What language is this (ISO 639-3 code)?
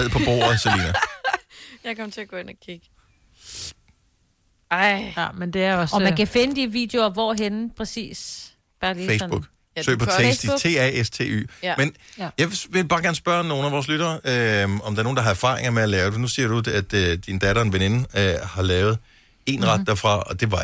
dan